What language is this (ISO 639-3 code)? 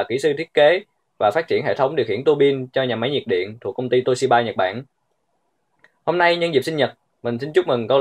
vie